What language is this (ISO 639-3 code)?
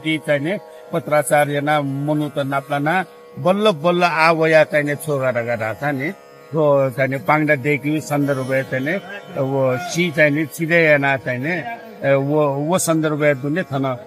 new